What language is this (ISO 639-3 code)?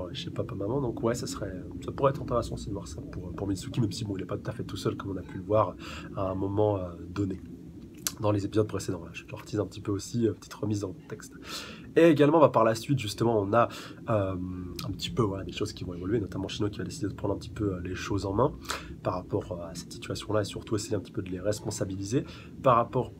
fra